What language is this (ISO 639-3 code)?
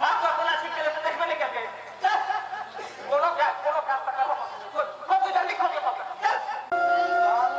mai